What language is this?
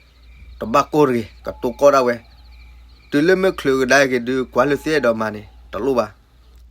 S'gaw Karen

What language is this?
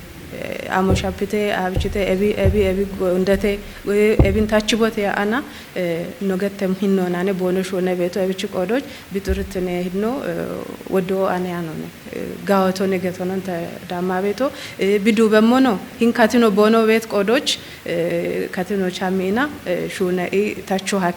Kafa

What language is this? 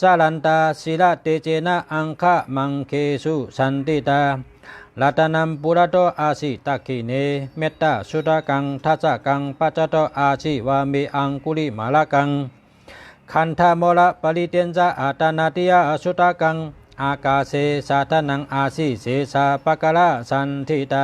Shan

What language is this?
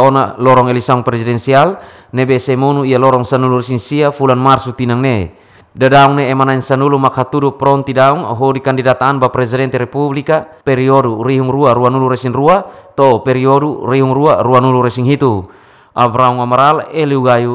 Tetum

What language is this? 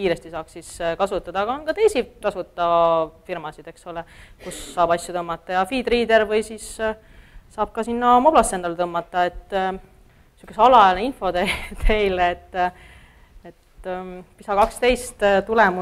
Estonian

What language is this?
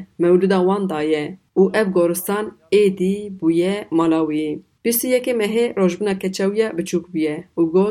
Kurdish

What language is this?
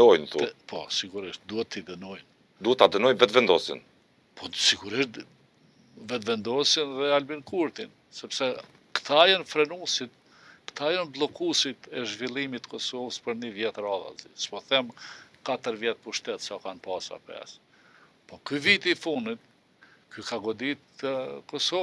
Albanian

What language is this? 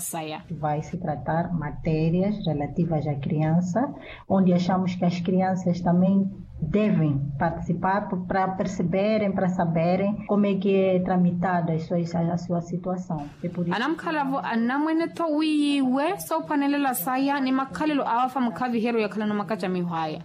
Makhuwa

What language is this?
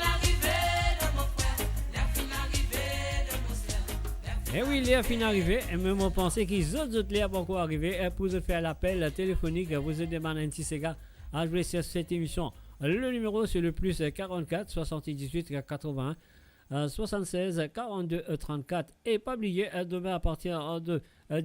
Morisyen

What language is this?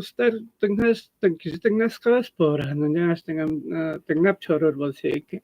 Tuvinian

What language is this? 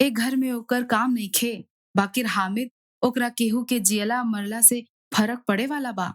Bhojpuri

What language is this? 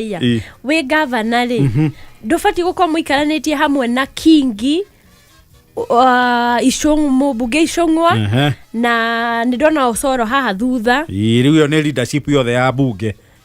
Kikuyu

